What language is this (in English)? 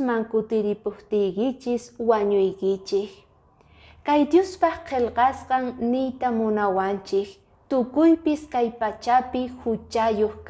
Quechua